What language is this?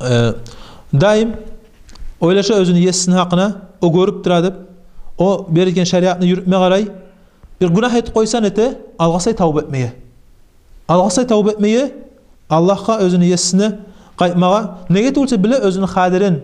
Kumyk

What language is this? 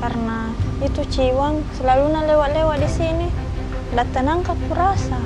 Makassar Malay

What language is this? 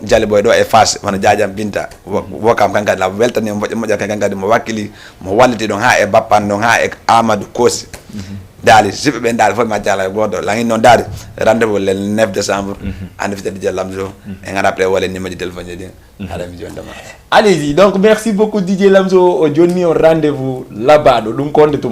Fula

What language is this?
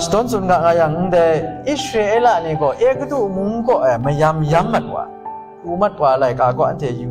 Kachin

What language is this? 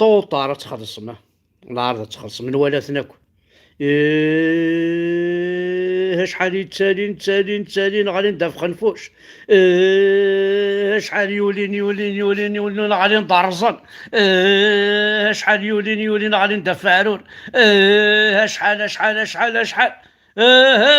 Kabyle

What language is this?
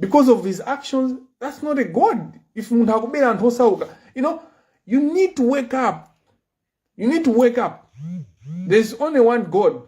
Nyanja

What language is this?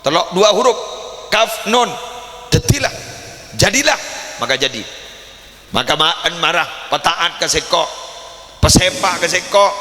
Madurese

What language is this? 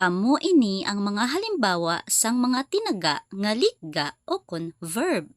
Hiligaynon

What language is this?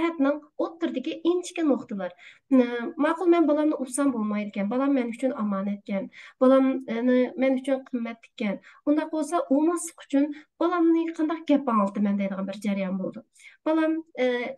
Uyghur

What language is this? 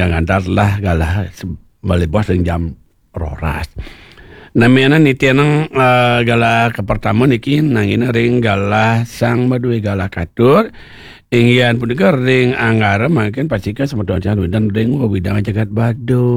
Balinese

